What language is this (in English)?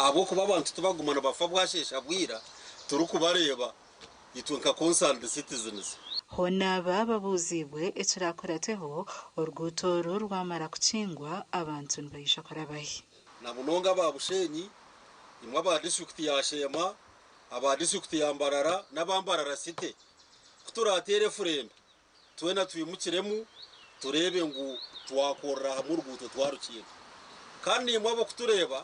Nyankole